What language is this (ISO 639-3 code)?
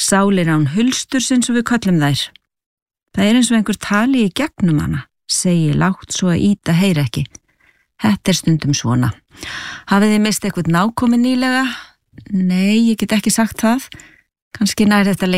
isl